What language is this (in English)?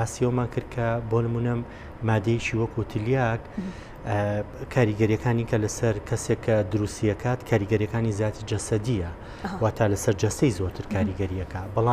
Central Kurdish